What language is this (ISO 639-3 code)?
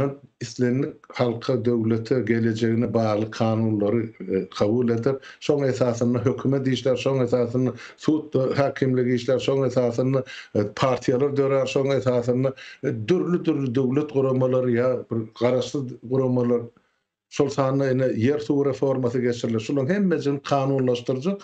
tuk